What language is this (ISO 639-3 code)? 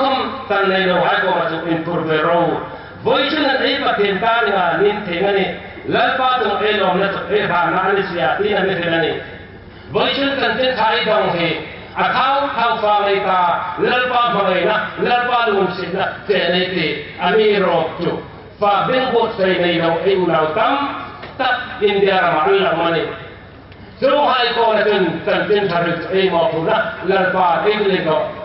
hmr